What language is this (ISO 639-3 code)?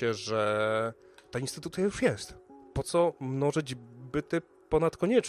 pol